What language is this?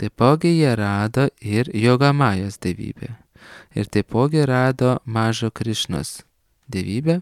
Lithuanian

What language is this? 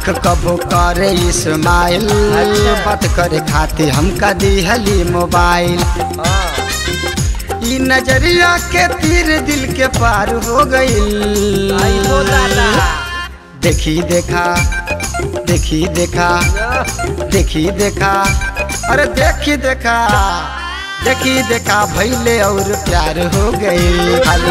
Bhojpuri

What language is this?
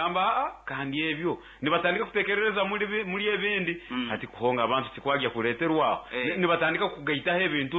Nyoro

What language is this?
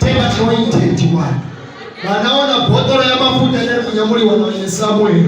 Nyanja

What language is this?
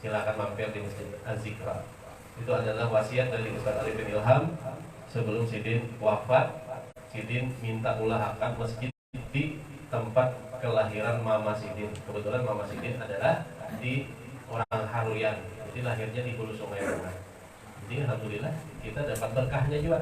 Banjar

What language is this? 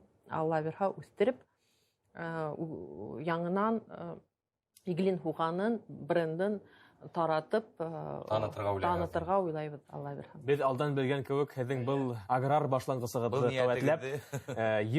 Bashkir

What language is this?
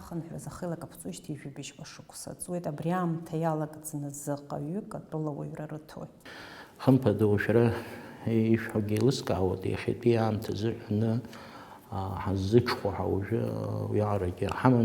Abkhazian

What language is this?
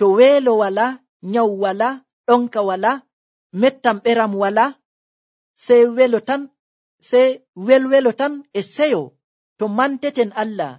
Nigerian Fulfulde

